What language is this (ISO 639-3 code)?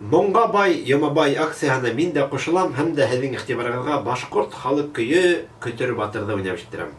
bak